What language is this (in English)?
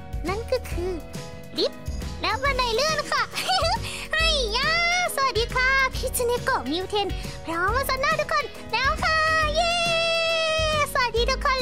Thai